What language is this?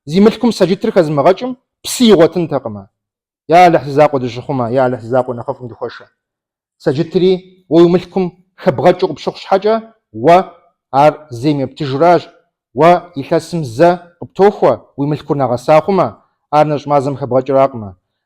Kabardian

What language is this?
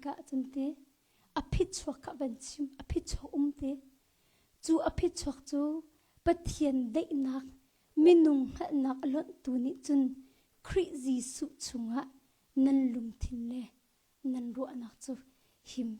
Hakha Chin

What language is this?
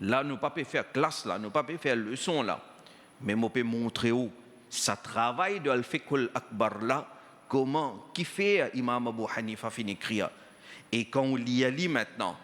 Morisyen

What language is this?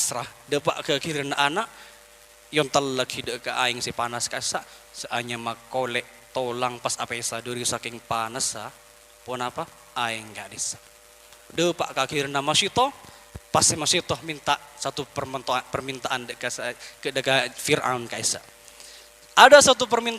Madurese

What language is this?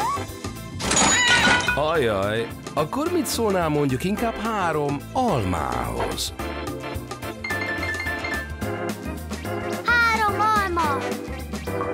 Hungarian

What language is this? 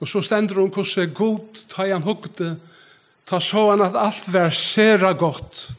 Faroese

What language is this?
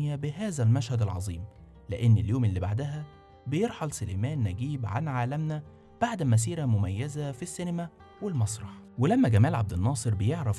Egyptian Arabic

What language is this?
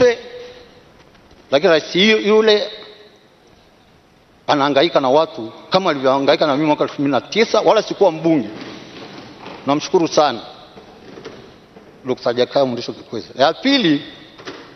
Swahili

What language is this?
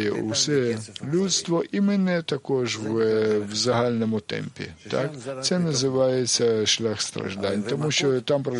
Ukrainian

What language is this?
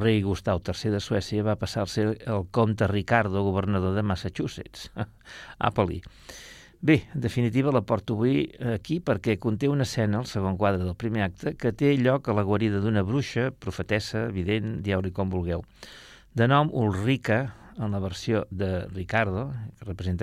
Catalan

